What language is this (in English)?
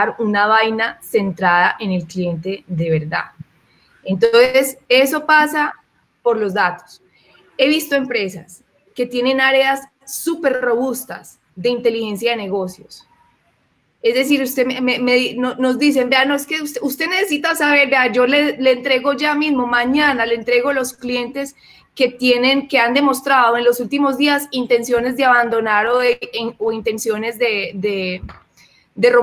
Spanish